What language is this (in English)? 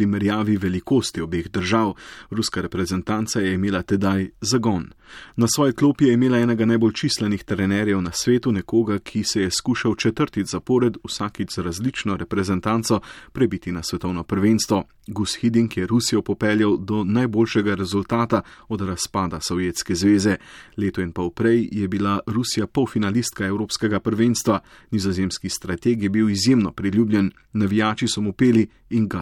Slovenian